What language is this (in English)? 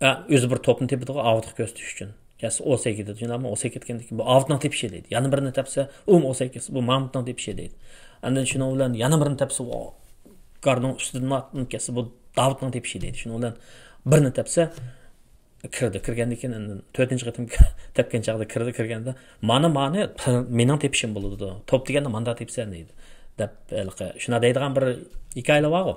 Uyghur